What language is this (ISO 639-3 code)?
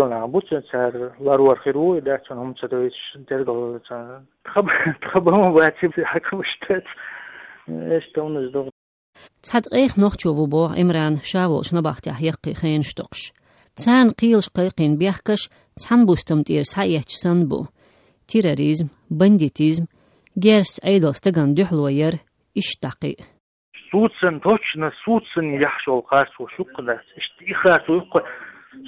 che